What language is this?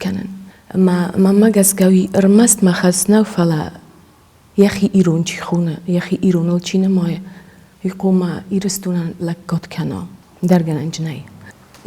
Ossetic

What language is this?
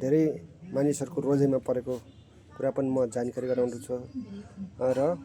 Nepali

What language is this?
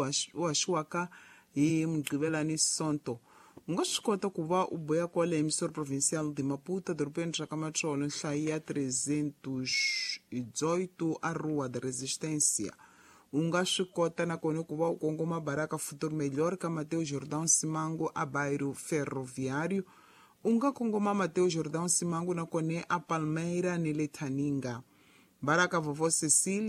Tsonga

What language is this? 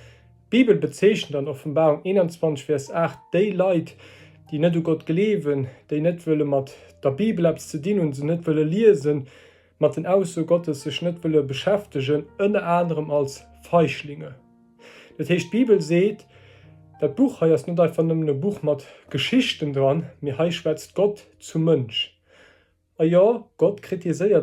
Luxembourgish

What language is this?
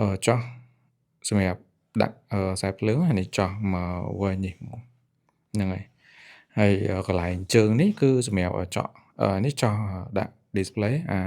Khmer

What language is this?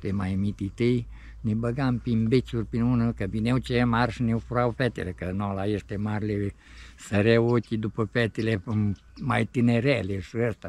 Romanian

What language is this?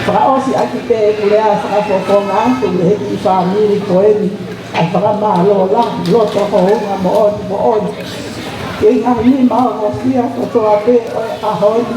Tongan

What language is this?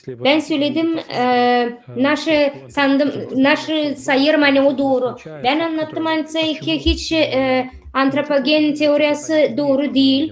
Gagauz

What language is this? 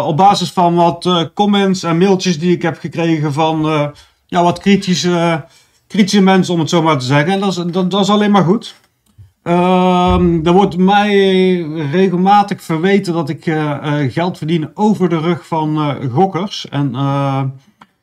Dutch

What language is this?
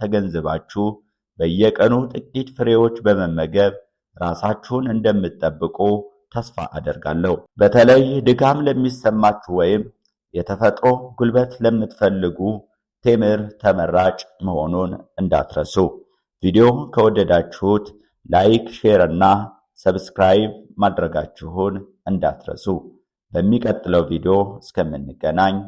Amharic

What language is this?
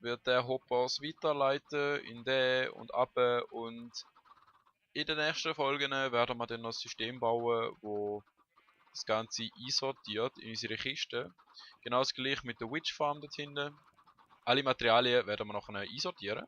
Swiss German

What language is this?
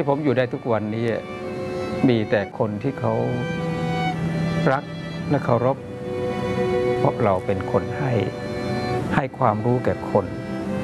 Thai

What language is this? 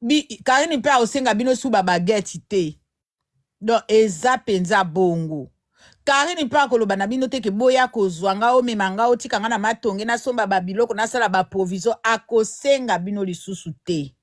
Lingala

